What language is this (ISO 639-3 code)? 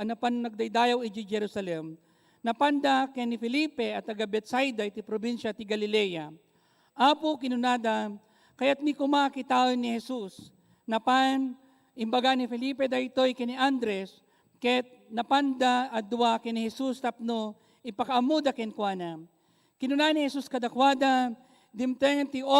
ilo